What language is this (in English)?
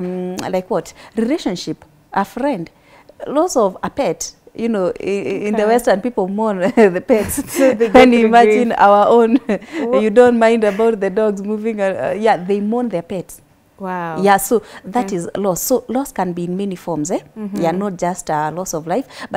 English